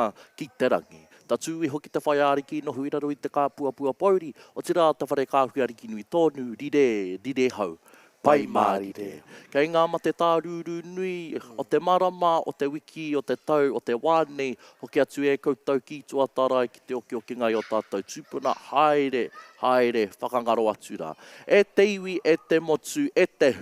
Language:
Māori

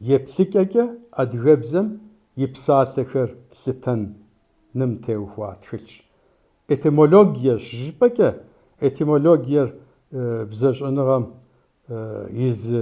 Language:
Kabardian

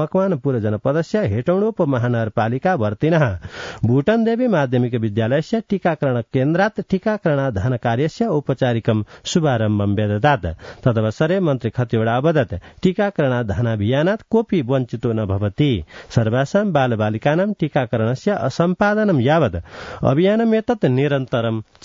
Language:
Sanskrit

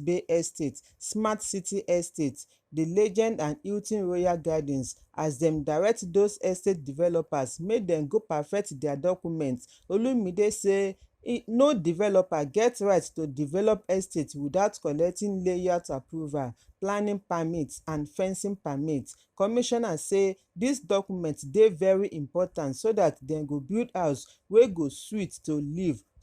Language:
Nigerian Pidgin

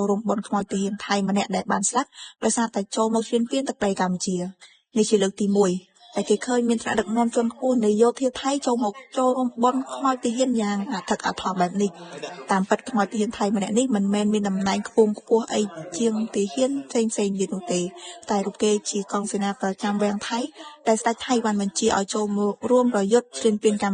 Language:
Khmer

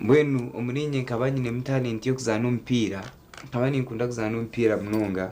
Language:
Nyankole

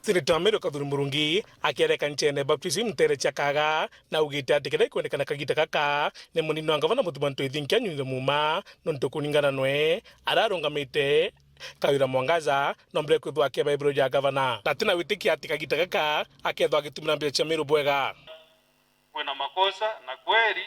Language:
Meru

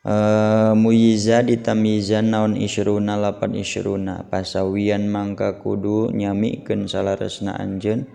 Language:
Sundanese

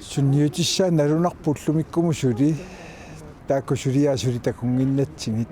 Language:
Kalaallisut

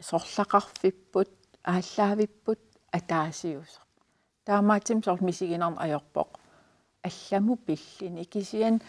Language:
Kalaallisut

